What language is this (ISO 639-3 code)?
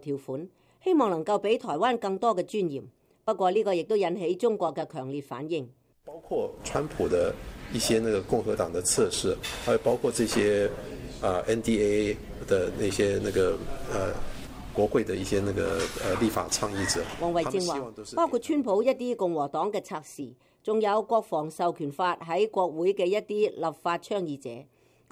yue